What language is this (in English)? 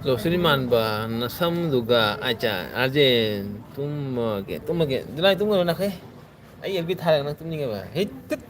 Manipuri